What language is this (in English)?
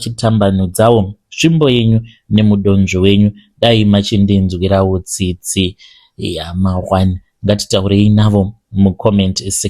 Shona